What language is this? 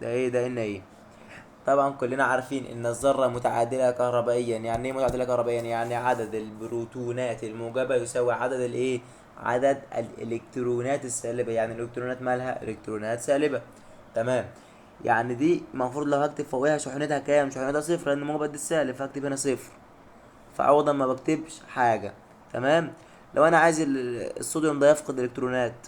Egyptian Arabic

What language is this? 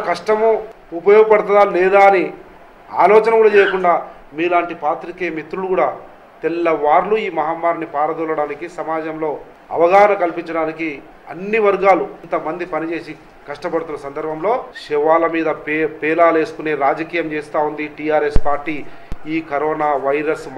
Telugu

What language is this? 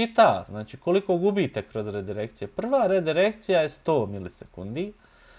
Bosnian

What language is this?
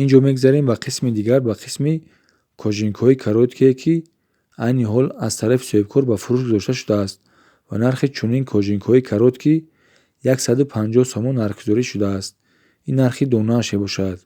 Tajik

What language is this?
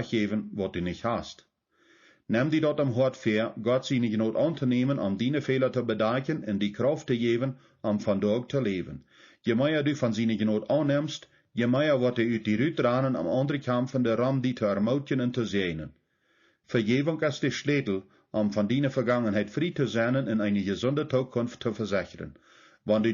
Plautdietsch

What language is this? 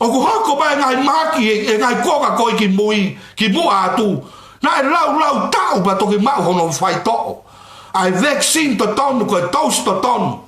Tongan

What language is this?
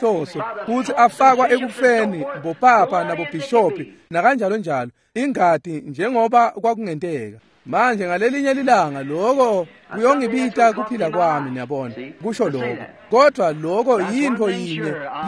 Swati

